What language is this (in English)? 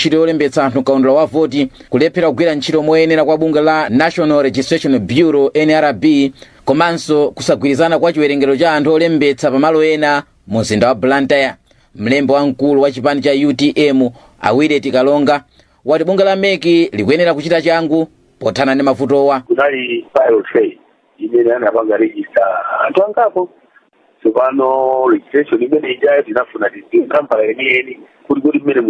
Nyanja